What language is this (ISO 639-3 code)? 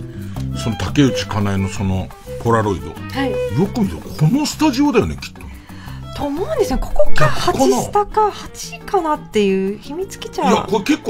jpn